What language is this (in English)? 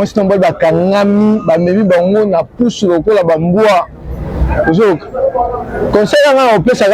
Lingala